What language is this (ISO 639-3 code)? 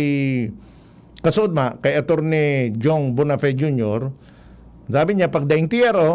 bik